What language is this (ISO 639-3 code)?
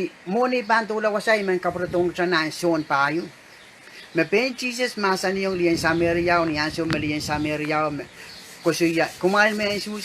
pon